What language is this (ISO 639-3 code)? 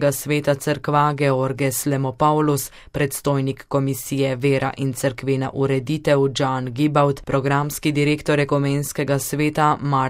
slv